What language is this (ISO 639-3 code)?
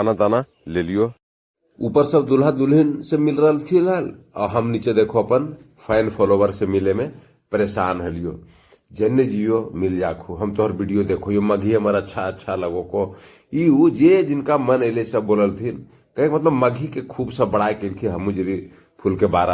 mag